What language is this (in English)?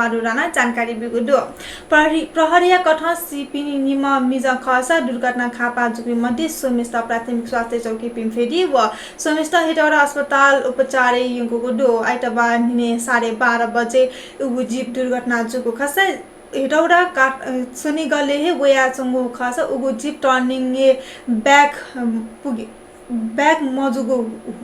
Newari